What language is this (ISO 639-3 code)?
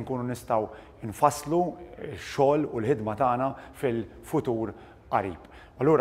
mlt